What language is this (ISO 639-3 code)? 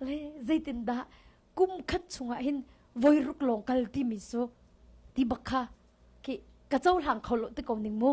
cnh